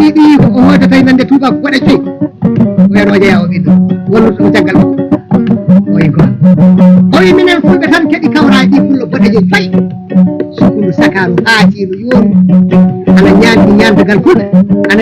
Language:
Fula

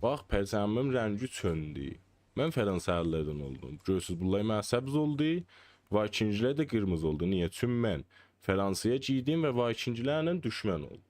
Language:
South Azerbaijani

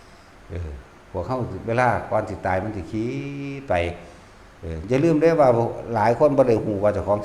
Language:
Northeastern Thai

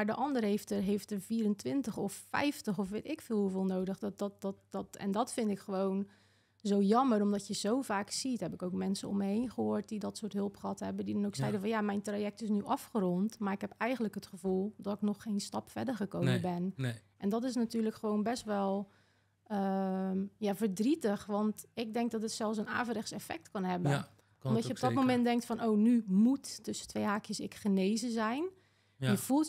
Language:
Dutch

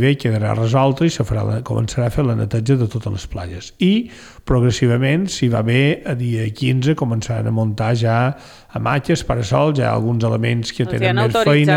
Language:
Catalan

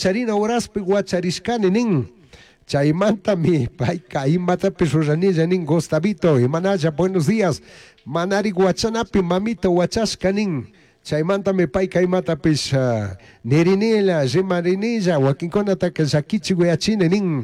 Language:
Chimborazo Highland Quichua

